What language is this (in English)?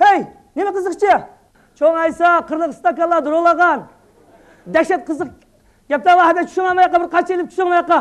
Uyghur